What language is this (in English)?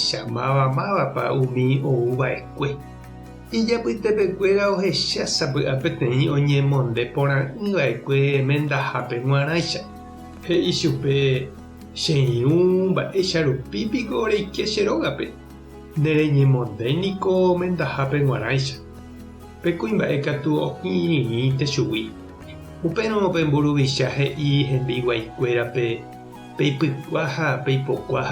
Guarani